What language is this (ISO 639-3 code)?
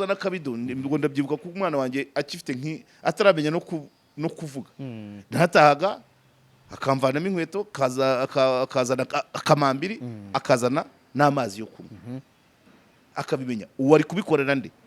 kin